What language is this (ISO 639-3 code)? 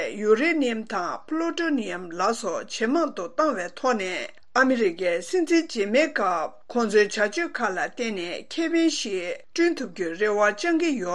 bod